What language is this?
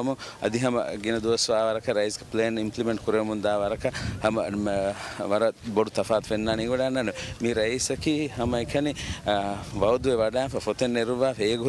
Divehi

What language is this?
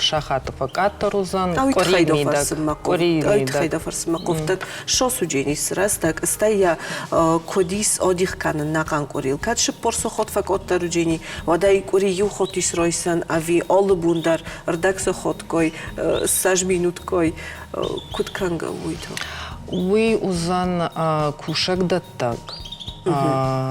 Ossetic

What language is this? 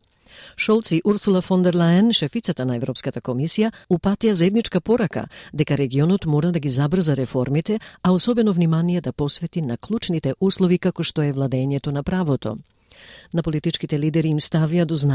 Macedonian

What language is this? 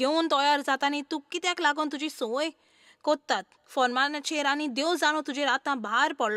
Konkani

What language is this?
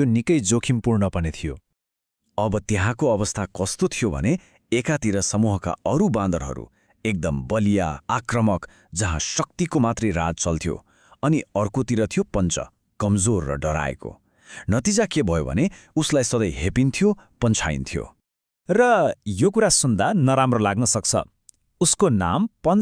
Nepali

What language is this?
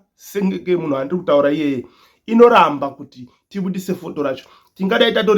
Shona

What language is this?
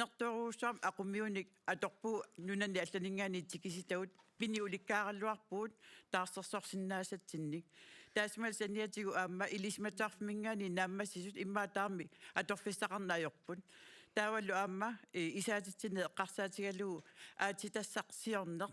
Kalaallisut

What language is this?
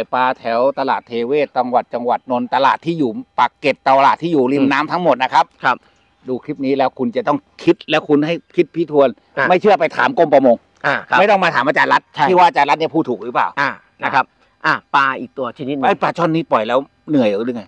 Thai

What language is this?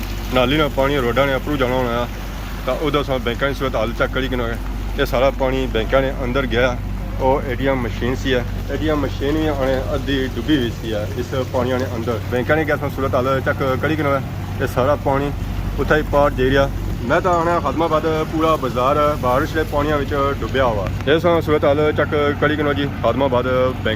Pahari-Potwari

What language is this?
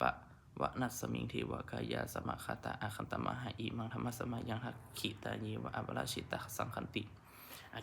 Pali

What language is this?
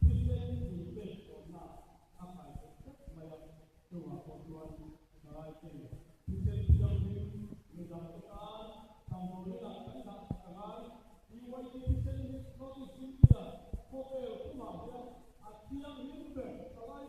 Mizo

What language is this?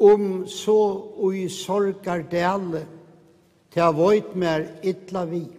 Faroese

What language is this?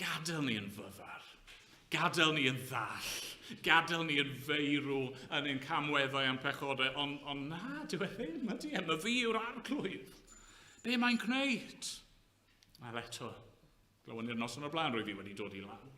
Welsh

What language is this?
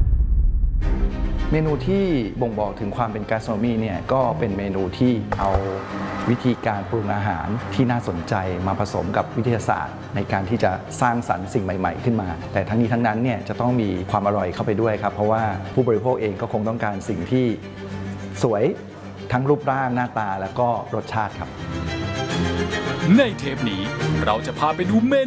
Thai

